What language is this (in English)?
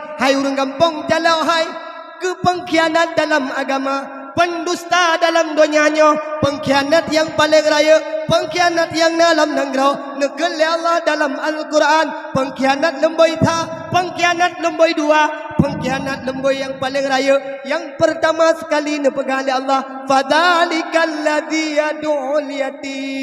Achinese